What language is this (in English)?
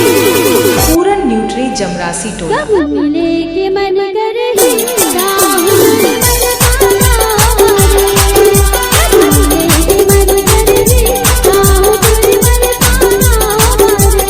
Chhattisgarhi